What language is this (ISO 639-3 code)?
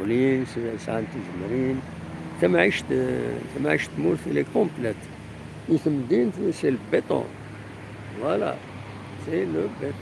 kab